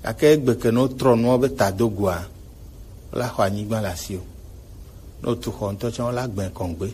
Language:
Gen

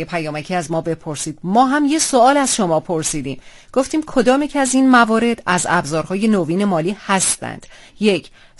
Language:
Persian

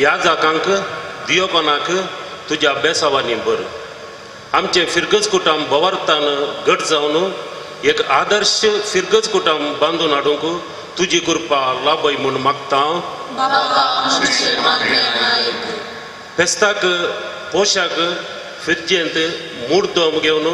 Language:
Konkani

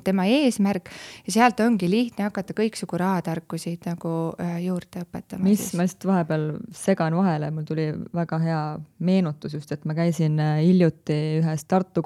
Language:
Estonian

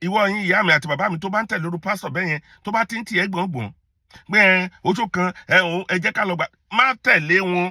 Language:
Yoruba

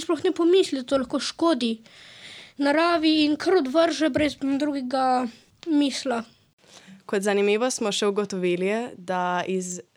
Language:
Slovenian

